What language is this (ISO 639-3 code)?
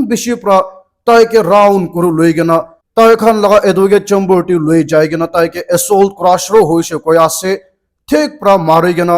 nag